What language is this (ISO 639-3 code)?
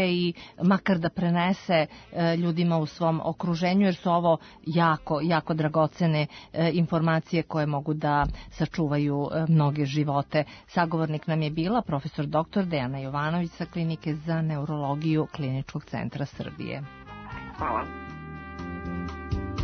srp